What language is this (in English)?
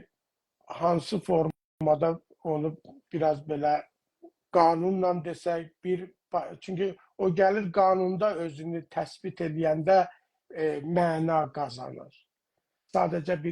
South Azerbaijani